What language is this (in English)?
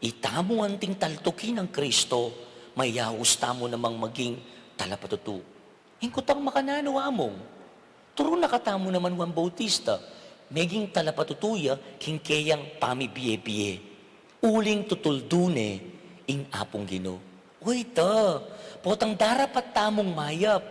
Pampanga